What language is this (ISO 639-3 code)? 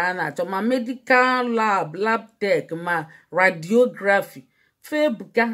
ibo